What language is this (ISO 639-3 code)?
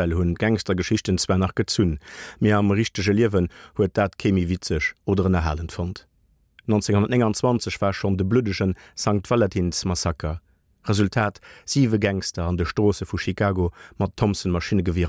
ltz